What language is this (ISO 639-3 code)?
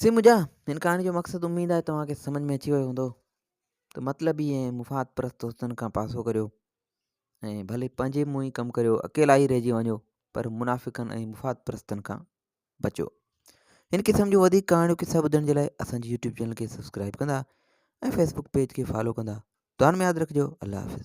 snd